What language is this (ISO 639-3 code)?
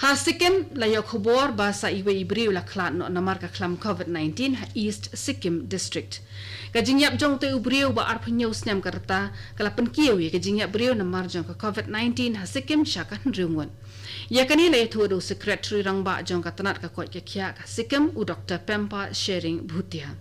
kha